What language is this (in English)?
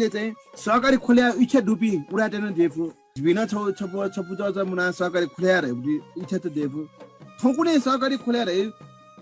Newari